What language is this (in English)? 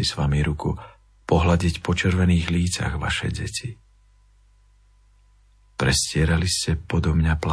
Slovak